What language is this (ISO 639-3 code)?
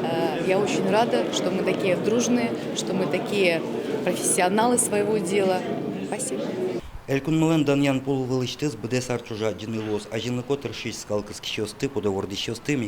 udm